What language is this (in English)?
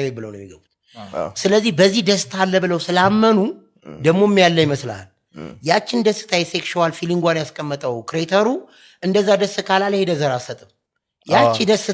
Amharic